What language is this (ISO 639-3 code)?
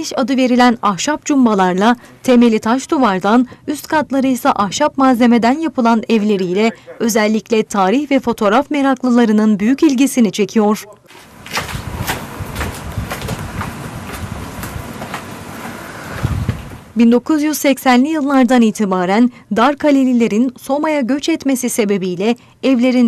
tur